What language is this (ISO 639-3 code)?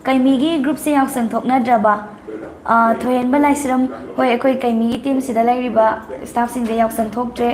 mni